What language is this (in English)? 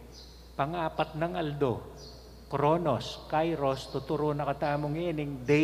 Pampanga